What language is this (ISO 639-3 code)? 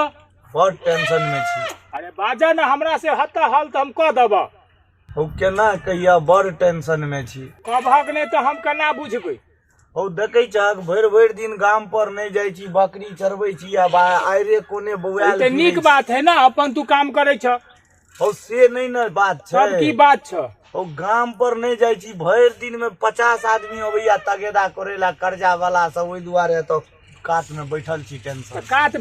mai